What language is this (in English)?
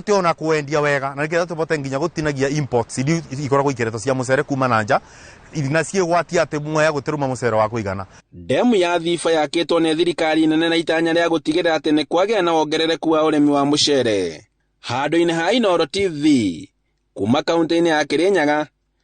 Kikuyu